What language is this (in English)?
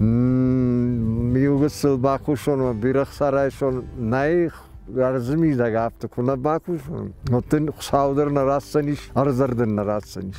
Ossetic